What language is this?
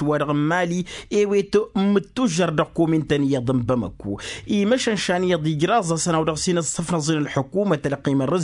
Tamasheq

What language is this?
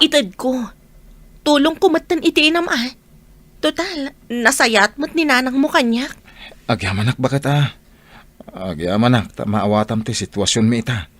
Iloko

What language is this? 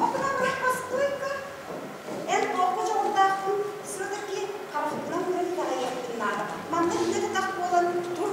Yakut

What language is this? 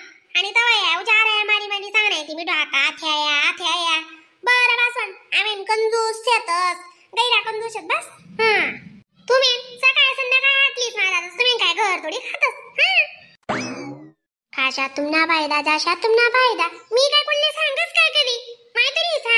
Khandesi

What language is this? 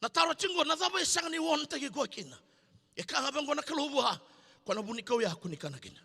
Fijian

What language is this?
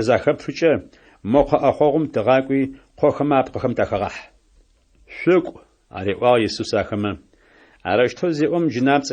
Adyghe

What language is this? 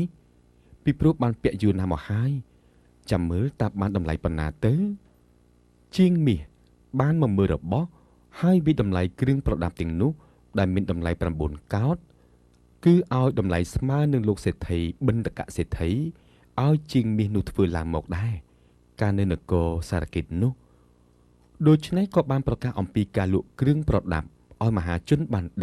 Khmer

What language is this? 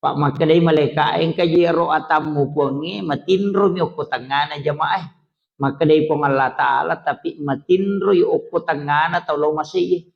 Buginese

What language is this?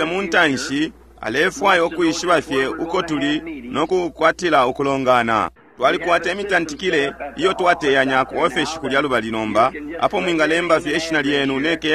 Bemba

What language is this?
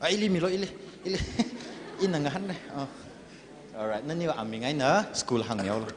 Tangkhul Naga (India)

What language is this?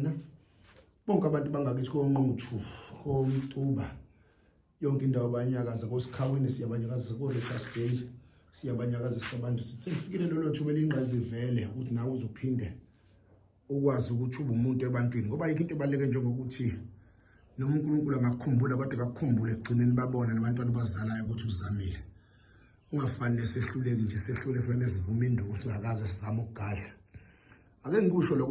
Zulu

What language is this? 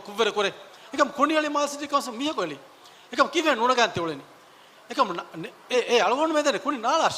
Divehi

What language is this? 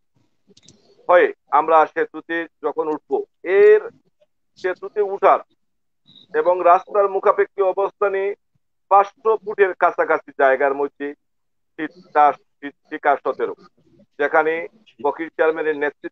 Bangla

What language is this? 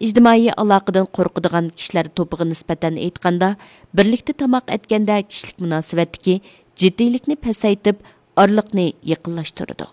Uyghur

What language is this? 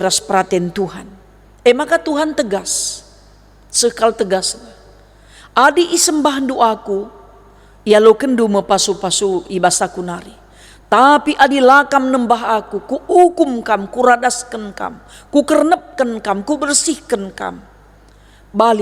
Batak Karo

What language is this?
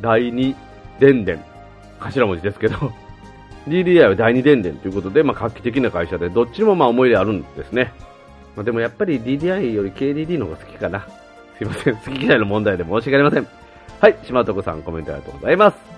Japanese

